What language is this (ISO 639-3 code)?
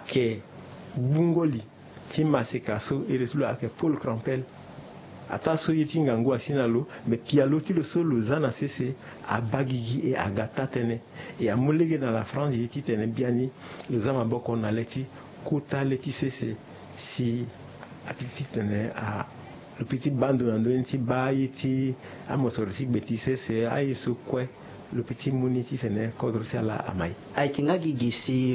sag